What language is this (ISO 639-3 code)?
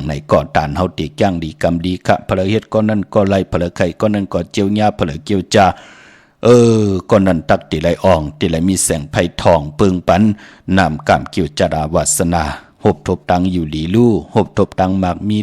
shn